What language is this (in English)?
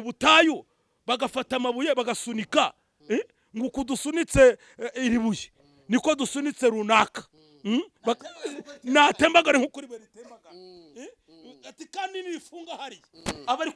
Kinyarwanda